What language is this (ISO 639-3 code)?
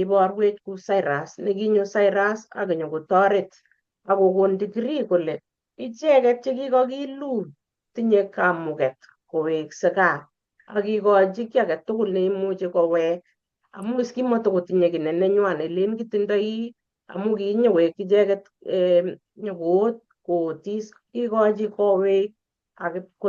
kln